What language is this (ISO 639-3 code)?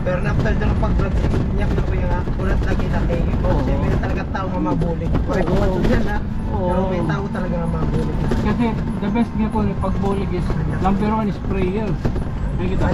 war